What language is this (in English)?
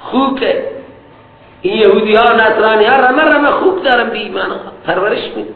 Persian